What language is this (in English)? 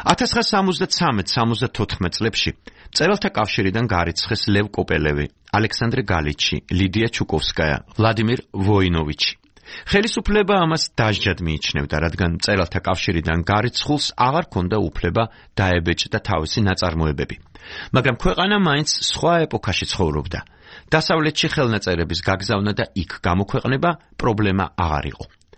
Georgian